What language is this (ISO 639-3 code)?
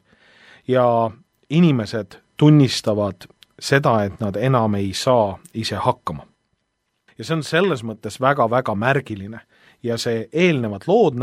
est